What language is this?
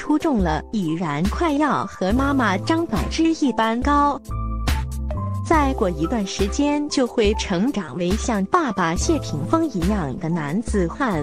Chinese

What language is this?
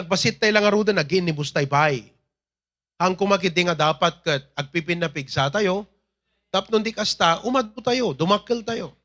Iloko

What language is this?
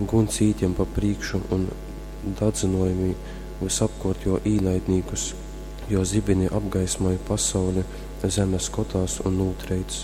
Latgalian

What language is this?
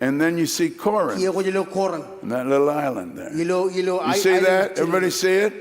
Marshallese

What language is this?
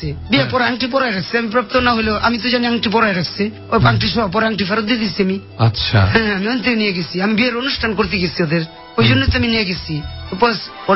Bangla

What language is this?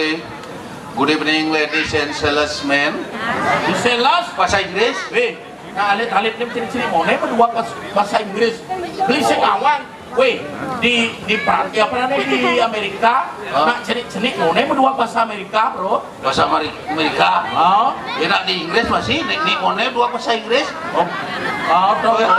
Balinese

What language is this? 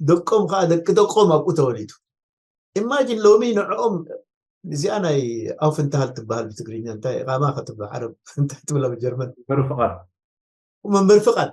Tigrinya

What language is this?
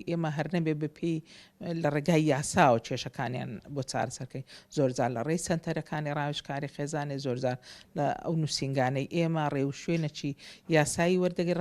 Central Kurdish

